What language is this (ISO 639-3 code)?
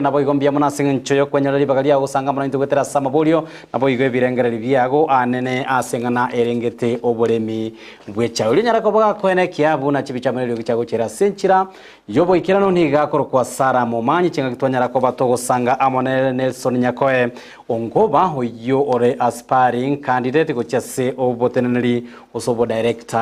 guz